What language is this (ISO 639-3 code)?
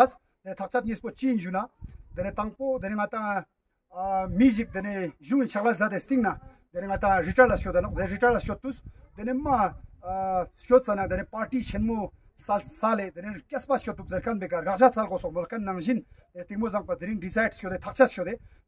lbj